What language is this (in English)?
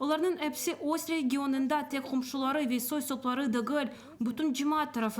Crimean Tatar